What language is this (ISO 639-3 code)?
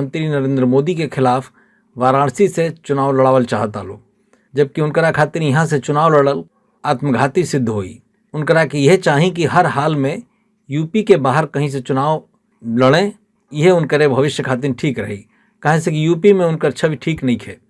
bho